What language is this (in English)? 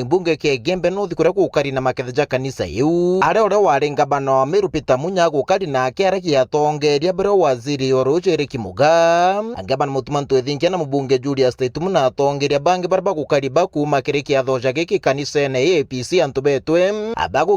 Meru